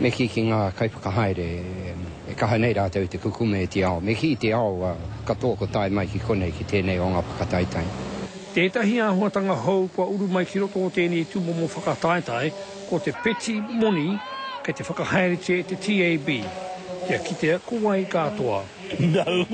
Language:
Māori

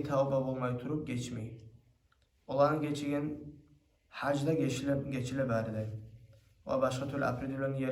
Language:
Kumyk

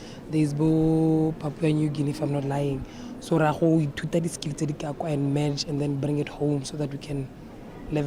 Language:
Tswana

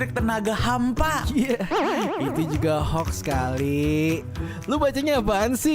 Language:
Manado Malay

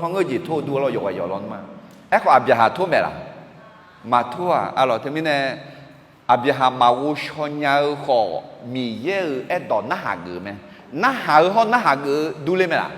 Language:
Akha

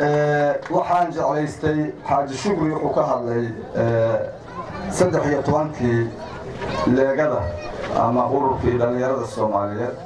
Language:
Somali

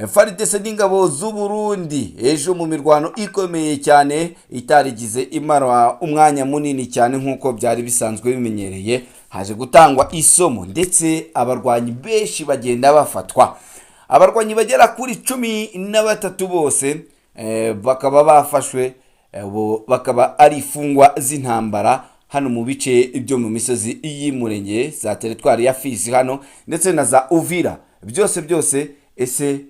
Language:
Kinyarwanda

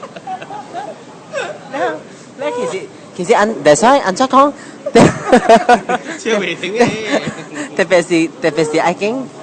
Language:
Min Nan Chinese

